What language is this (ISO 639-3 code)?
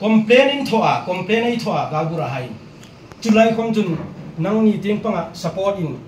hmr